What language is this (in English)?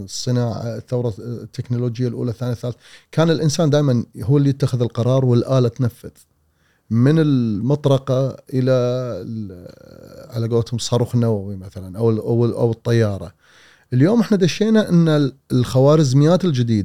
Gulf Arabic